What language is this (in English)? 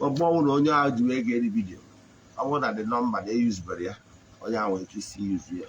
Igbo